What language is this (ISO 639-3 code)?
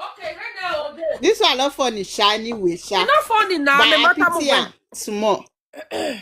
pcm